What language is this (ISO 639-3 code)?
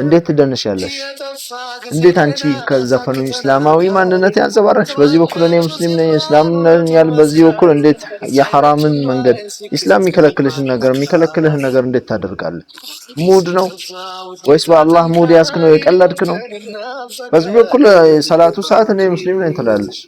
amh